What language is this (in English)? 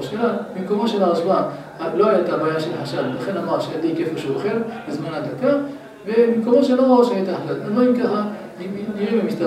Hebrew